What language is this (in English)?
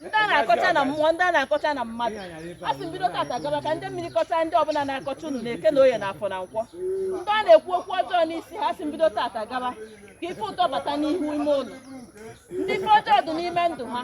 Igbo